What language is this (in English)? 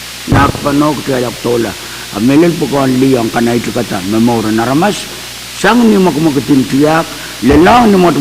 Pohnpeian